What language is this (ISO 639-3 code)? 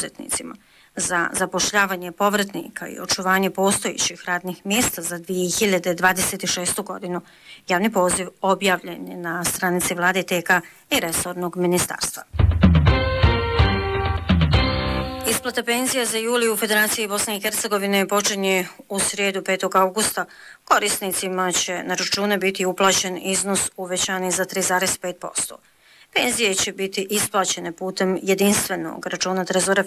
bos